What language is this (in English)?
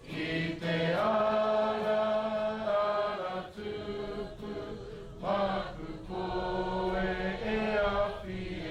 Māori